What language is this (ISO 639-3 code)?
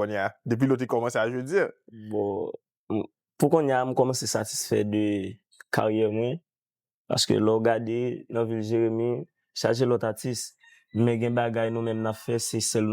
hat